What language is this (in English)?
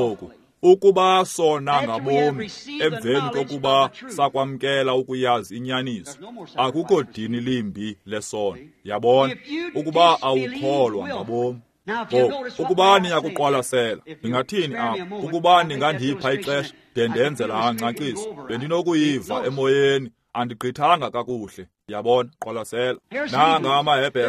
Xhosa